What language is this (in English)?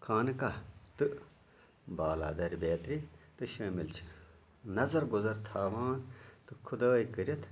Kashmiri